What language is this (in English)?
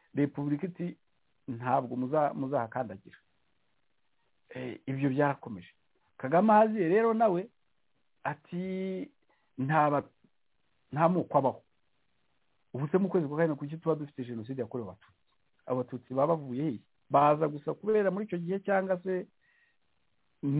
Kinyarwanda